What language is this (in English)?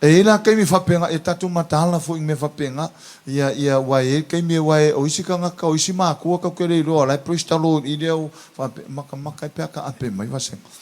Samoan